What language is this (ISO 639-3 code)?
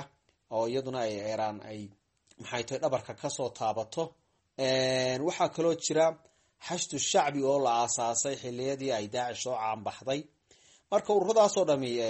som